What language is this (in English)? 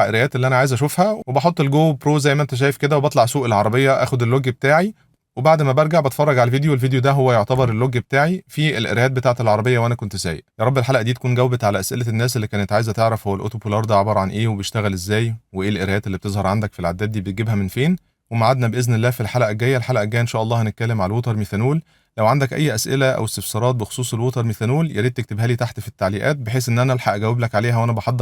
Egyptian Arabic